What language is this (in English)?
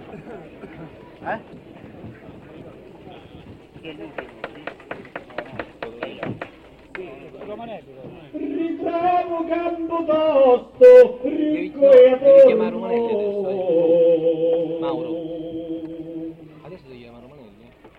Italian